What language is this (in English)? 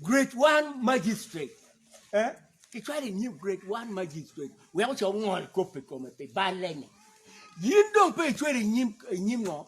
Acoli